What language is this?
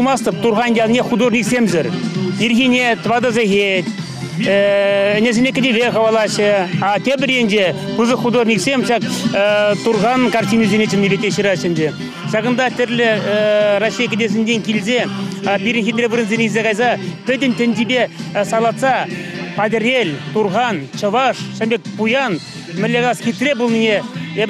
Chuvash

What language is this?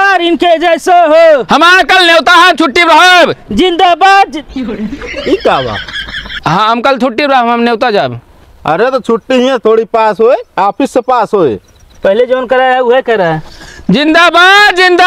Awadhi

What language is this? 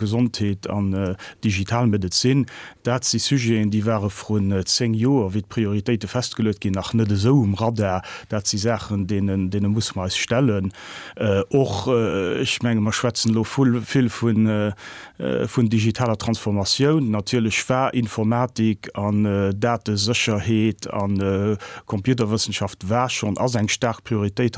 Luxembourgish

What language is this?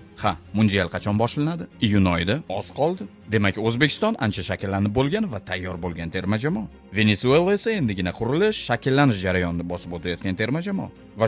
Uzbek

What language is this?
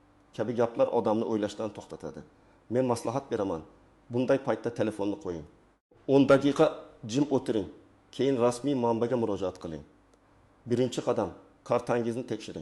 Uzbek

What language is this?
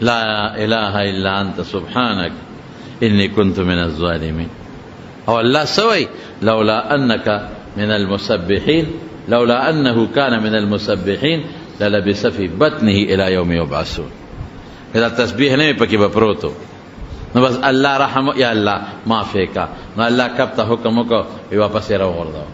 Pashto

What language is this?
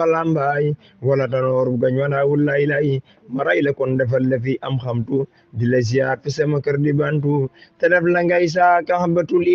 Wolof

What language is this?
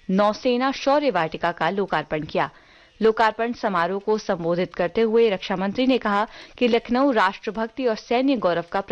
Hindi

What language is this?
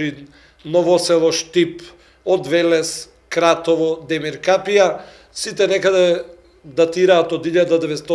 Macedonian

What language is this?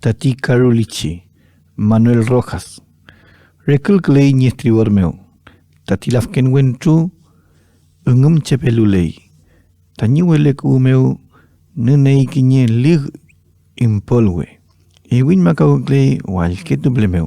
Mapuche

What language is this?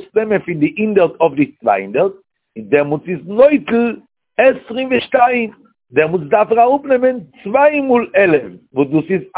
Yiddish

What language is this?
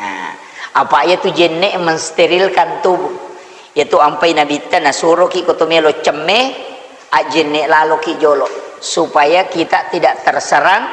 Buginese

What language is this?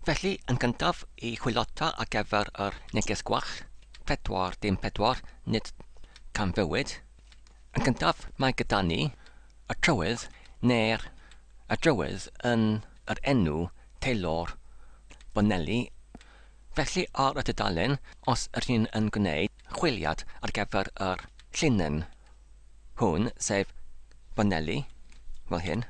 Welsh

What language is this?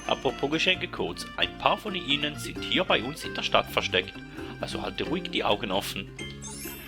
Swiss German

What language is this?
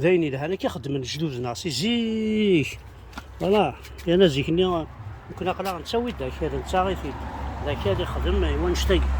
Kabyle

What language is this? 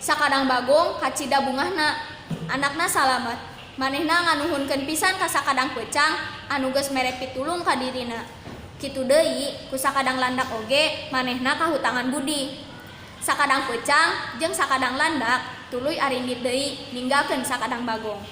Sundanese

